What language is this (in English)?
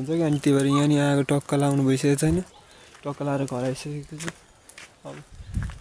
Nepali